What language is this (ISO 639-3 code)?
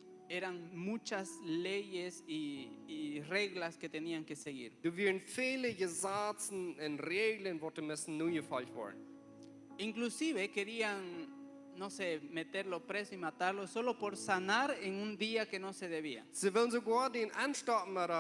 pdt